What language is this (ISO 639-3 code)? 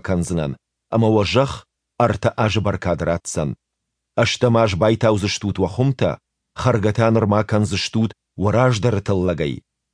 oss